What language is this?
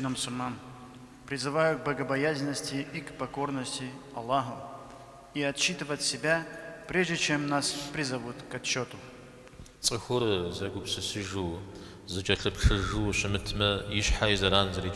Kabardian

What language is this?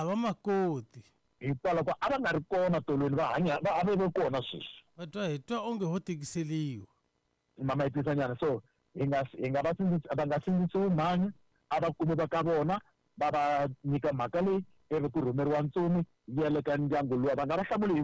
Tsonga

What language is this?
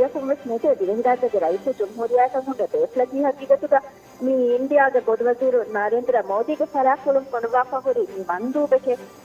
Divehi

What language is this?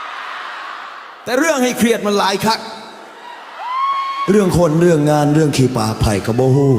Lao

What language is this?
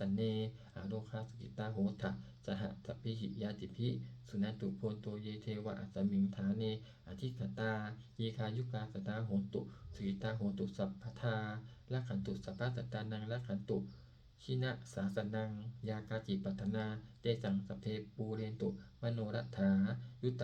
Pali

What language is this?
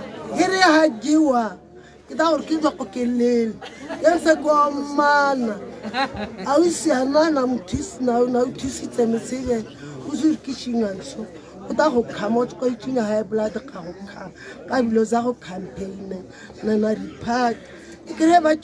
Tswana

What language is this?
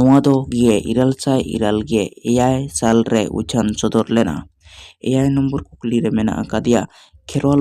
Santali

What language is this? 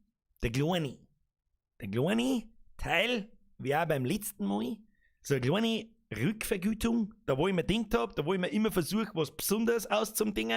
Bavarian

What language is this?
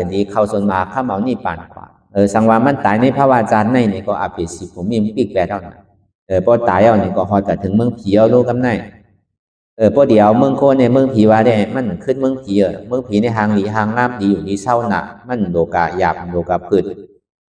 Shan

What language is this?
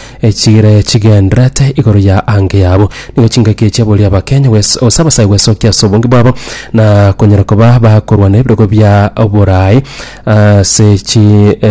Gusii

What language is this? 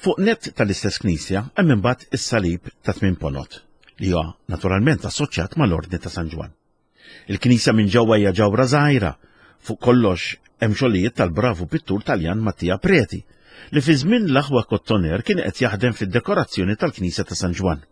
Maltese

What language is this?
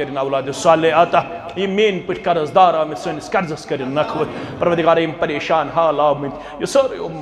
Kashmiri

